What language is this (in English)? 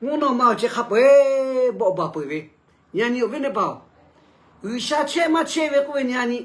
Lahu